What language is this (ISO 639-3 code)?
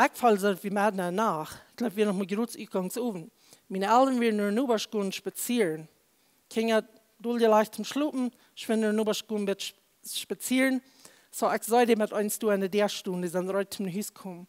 pdt